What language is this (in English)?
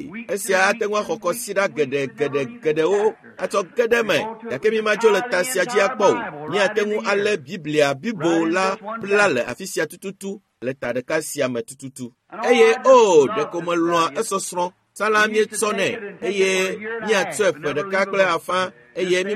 Ewe